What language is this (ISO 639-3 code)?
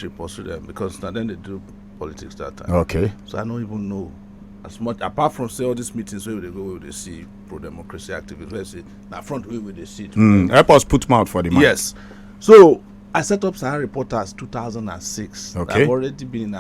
pcm